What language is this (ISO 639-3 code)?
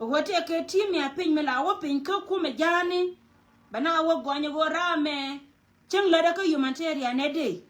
nus